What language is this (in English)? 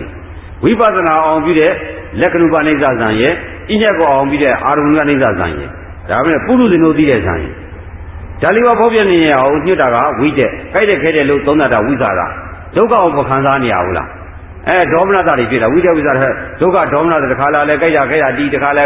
Burmese